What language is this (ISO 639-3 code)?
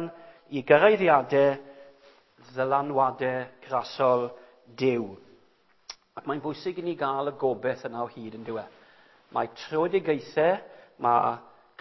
cym